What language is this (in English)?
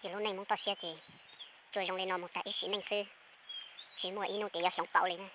Hmong